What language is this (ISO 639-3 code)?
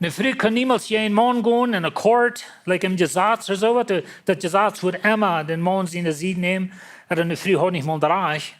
pdt